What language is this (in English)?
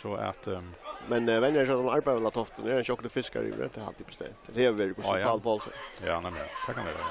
Faroese